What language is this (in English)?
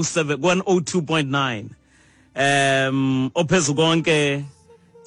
Xhosa